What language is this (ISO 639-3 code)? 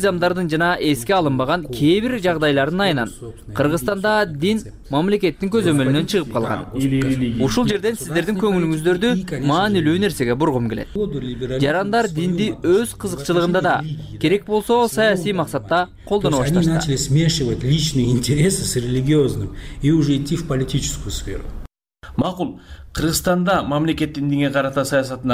kir